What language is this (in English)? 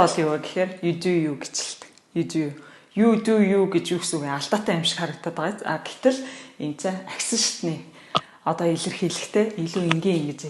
Mongolian